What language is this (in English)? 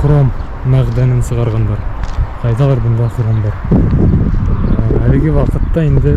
Bashkir